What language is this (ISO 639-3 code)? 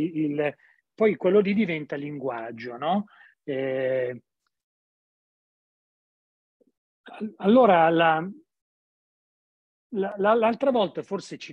ita